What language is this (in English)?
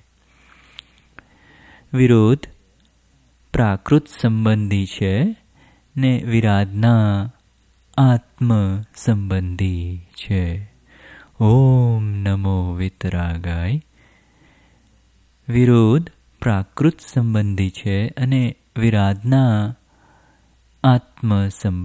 Gujarati